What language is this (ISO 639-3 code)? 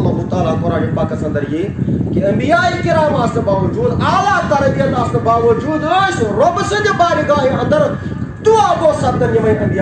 kas